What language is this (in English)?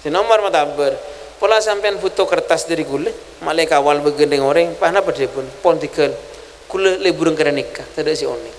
Madurese